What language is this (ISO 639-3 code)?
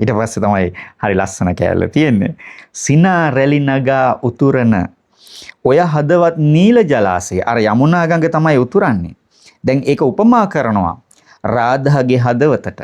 sin